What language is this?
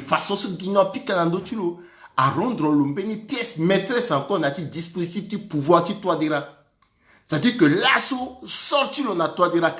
Sango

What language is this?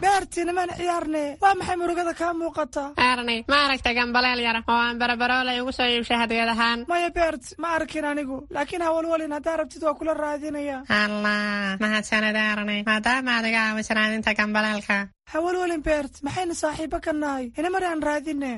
Somali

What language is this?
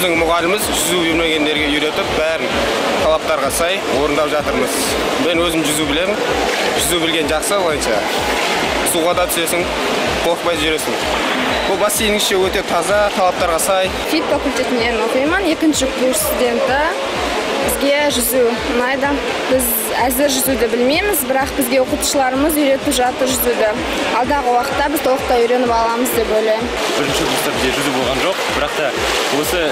Kazakh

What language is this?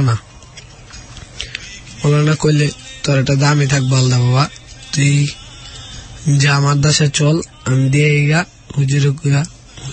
Bangla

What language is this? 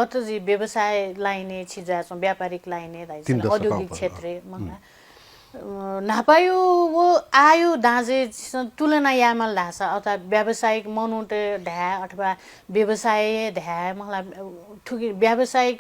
Newari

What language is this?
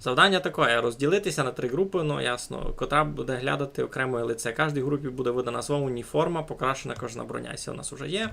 Rusyn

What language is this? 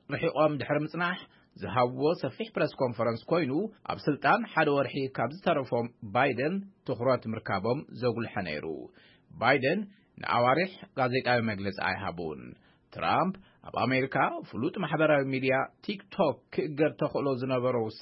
Tigrinya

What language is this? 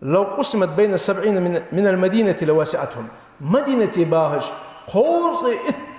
Ingush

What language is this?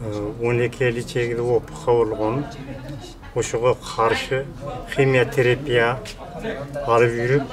Kyrgyz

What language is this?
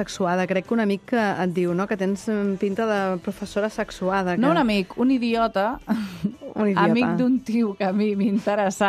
Catalan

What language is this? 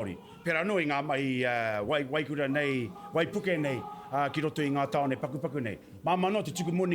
Māori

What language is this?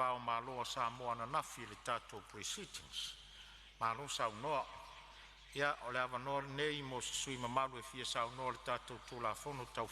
Samoan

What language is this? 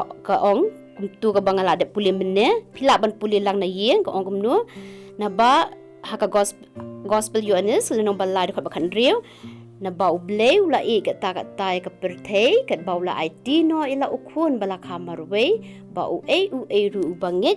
Khasi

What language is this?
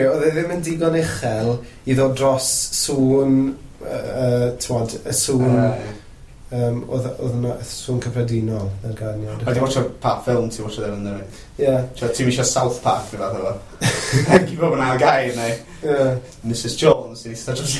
Welsh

